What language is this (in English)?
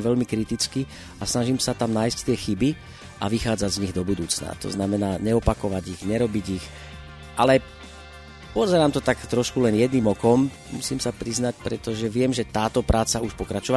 Slovak